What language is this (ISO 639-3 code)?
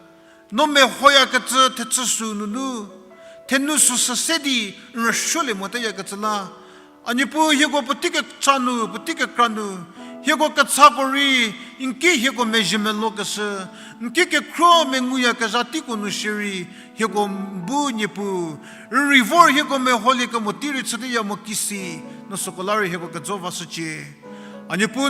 njm